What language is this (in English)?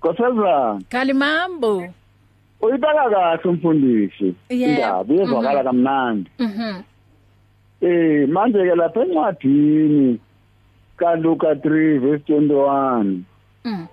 English